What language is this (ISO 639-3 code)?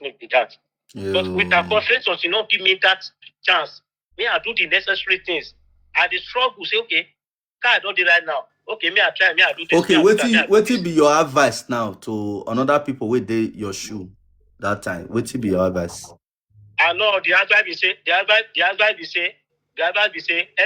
pcm